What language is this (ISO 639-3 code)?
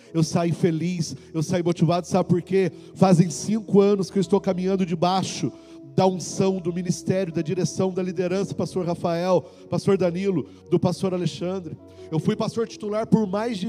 por